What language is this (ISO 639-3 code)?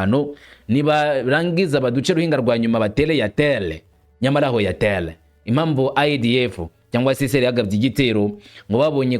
kin